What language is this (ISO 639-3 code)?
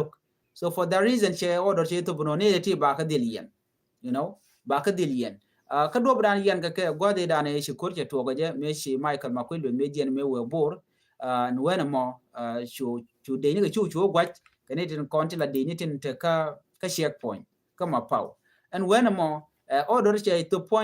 nus